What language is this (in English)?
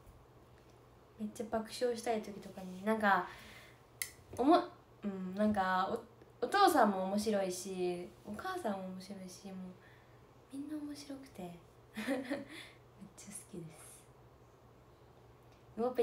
Japanese